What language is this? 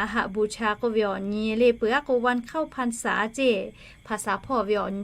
Lahu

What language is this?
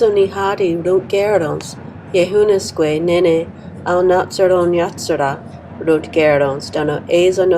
Mohawk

